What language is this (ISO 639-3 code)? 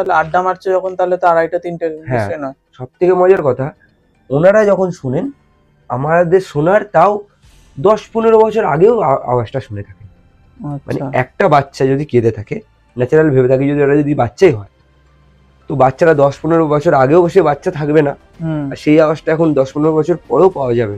ben